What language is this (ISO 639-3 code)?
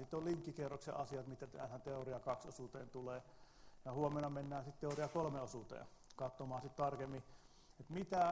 fin